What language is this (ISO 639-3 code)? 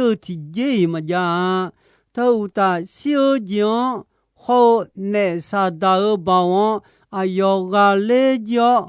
ahk